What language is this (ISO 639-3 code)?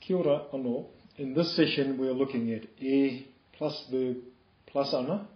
mri